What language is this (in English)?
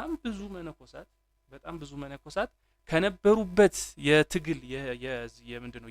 Amharic